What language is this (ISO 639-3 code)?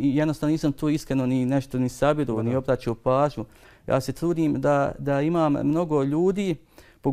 bos